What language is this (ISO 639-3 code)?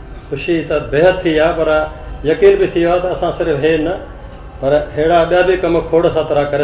snd